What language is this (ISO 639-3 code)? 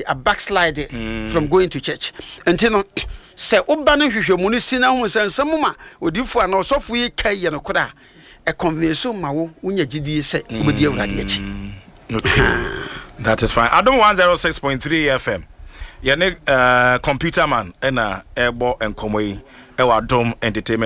aka